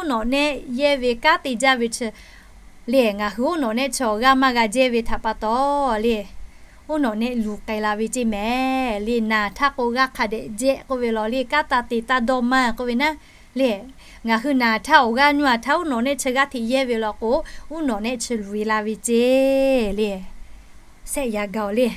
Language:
Lahu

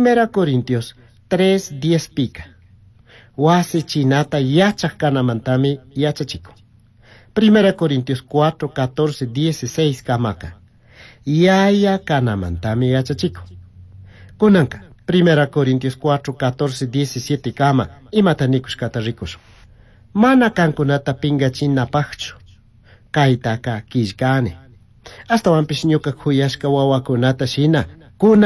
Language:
Chimborazo Highland Quichua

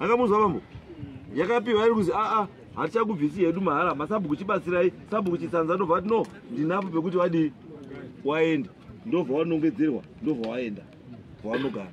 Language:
Shona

